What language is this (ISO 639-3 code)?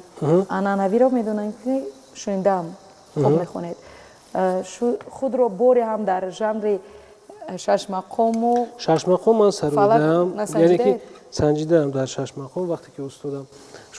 tgk